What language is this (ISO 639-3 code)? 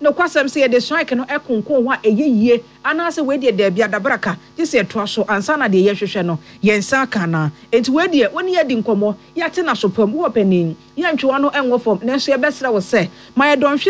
aka